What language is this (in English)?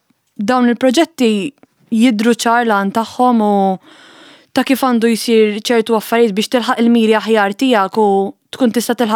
Maltese